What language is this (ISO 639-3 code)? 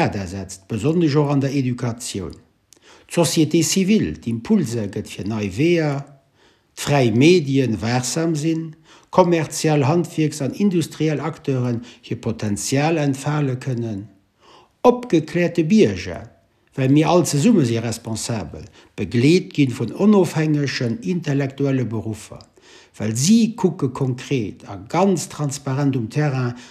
ltz